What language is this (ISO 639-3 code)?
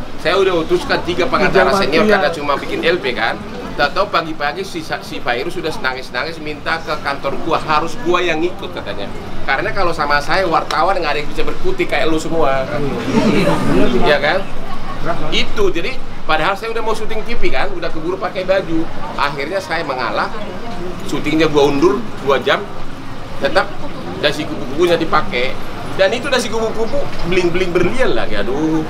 ind